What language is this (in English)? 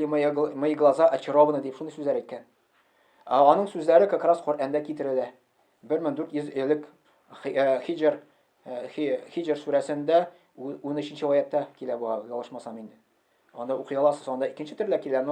Tatar